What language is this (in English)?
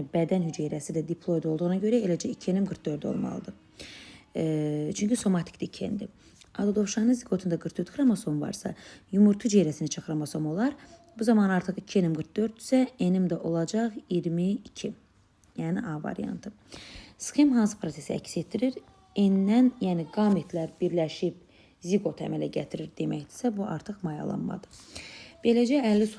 Azerbaijani